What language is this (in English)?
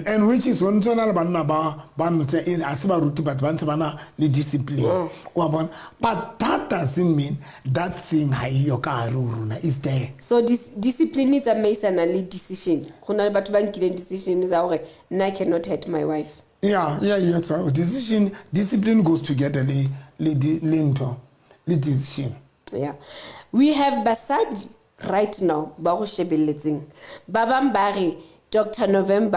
Southern Sotho